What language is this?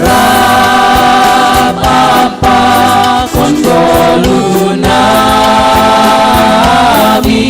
Batak Simalungun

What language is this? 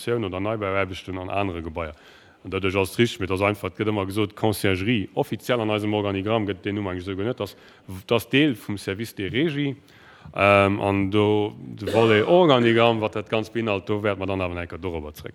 Luxembourgish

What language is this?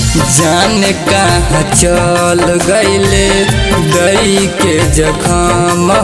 Bhojpuri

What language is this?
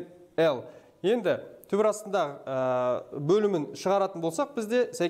Kazakh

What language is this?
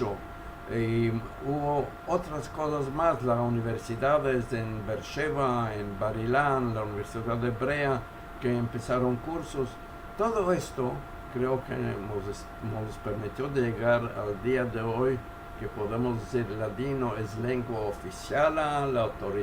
Ladino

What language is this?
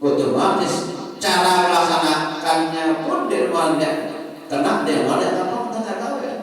Sasak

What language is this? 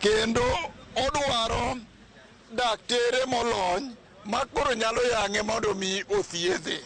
Luo (Kenya and Tanzania)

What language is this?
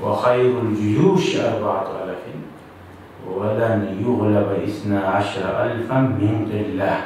Kumyk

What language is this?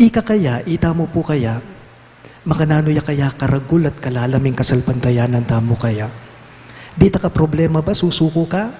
Pampanga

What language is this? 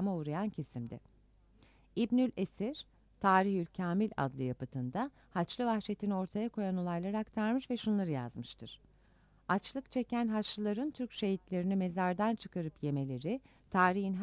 Turkish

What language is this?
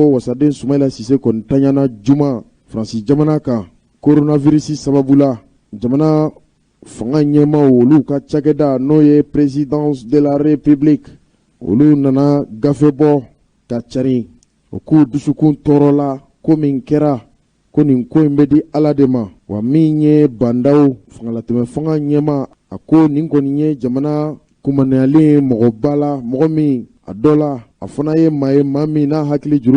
Bambara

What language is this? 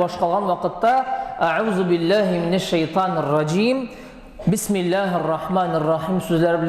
Tatar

